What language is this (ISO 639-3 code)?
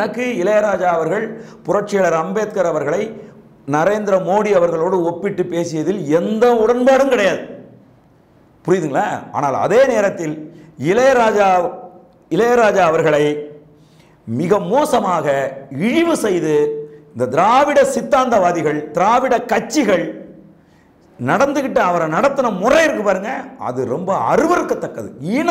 tam